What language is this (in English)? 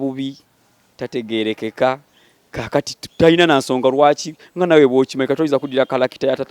Ganda